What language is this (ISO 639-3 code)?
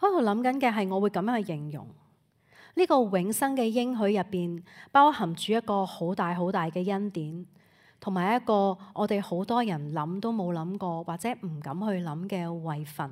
yue